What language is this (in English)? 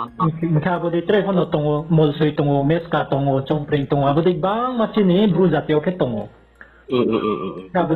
Riang (India)